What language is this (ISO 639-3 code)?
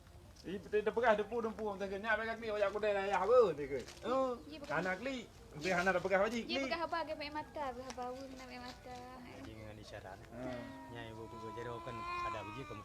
ace